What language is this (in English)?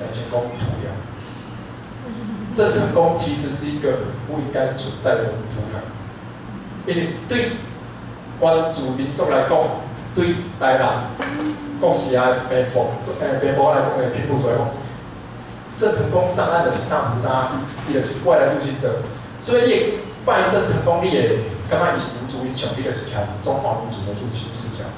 Min Nan Chinese